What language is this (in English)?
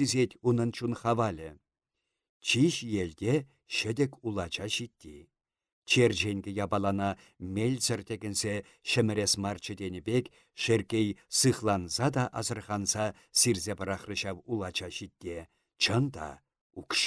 Chuvash